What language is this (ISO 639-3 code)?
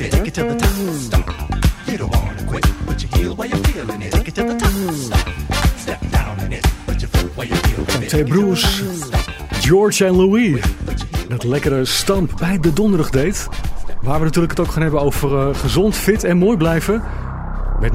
nld